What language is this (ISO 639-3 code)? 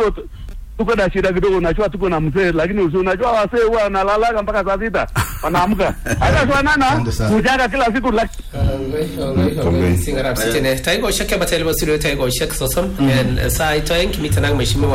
swa